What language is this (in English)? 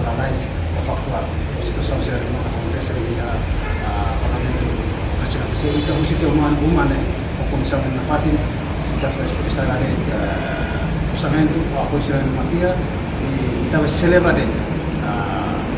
Tetum